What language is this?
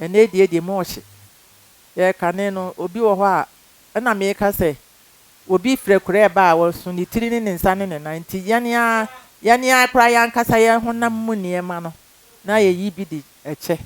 Akan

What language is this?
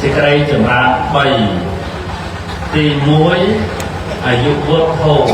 Khmer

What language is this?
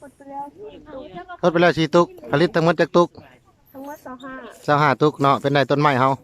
Lao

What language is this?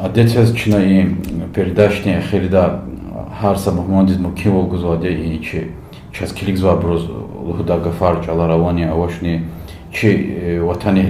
Lezghian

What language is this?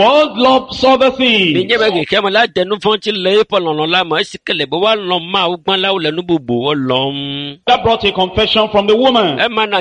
Ewe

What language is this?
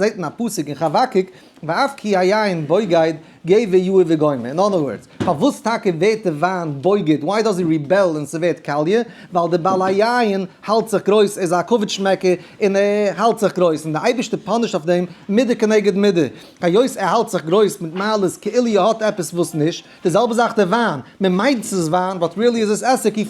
Yiddish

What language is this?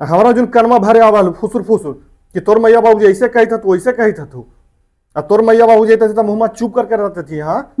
Magahi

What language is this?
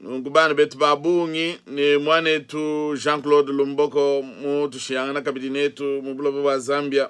Luba-Lulua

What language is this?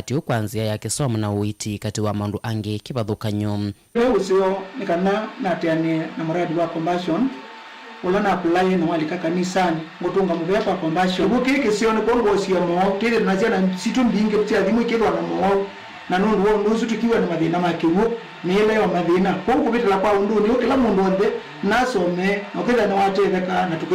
Kamba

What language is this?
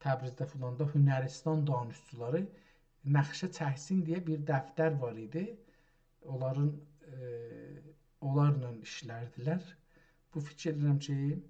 South Azerbaijani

